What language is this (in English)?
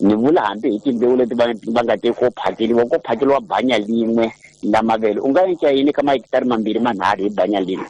Tsonga